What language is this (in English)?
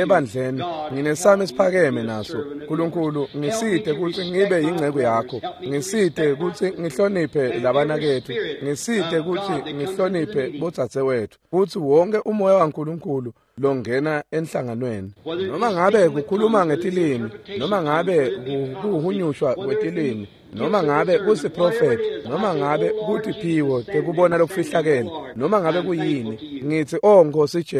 Swati